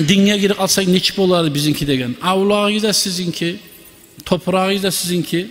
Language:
Kumyk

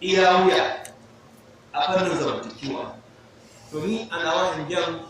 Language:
Hausa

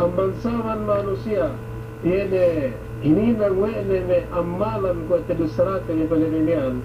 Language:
Yakan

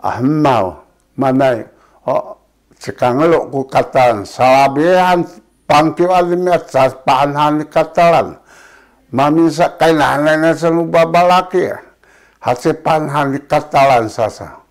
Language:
Sakizaya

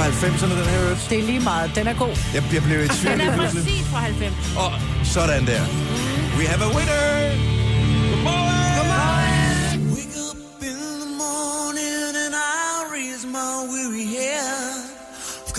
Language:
Danish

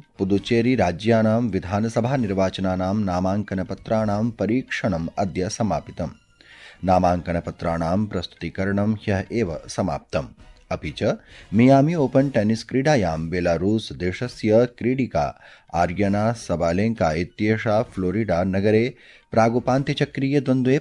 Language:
Sanskrit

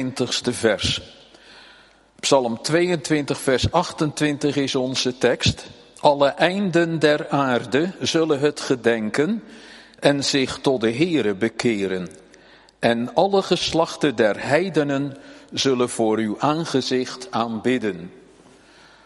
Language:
Dutch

